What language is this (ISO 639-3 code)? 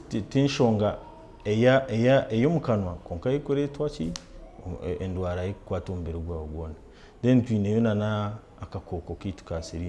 nyn